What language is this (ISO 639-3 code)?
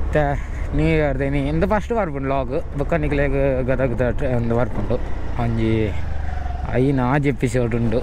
tcy